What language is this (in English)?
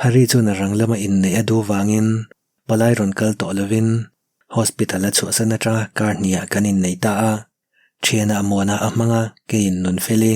Mizo